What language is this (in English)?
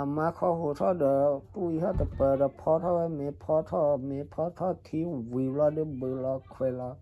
S'gaw Karen